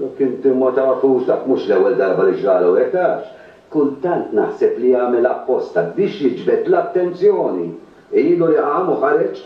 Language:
Maltese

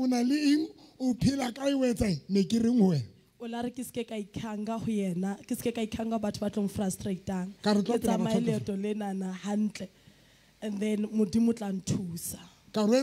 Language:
Southern Sotho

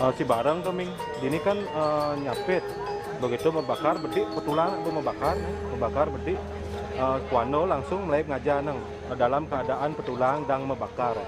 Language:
Balinese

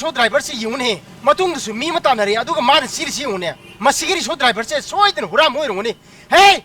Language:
Manipuri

